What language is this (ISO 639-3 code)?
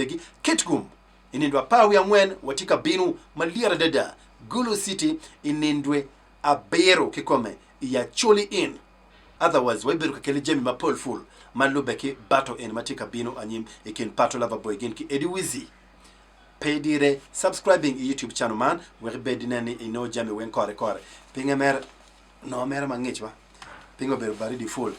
ach